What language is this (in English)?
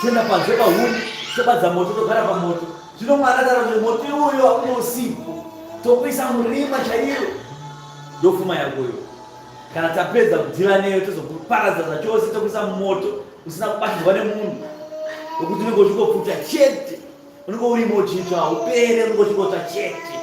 Shona